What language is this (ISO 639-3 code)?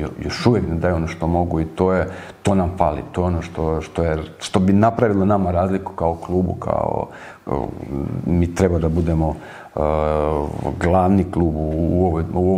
srp